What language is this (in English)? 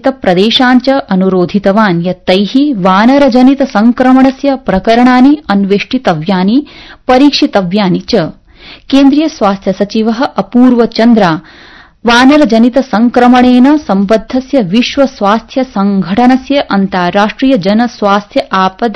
Sanskrit